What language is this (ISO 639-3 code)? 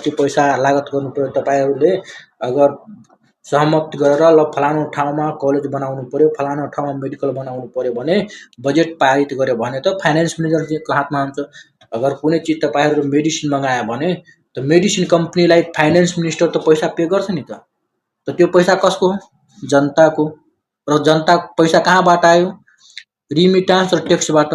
nep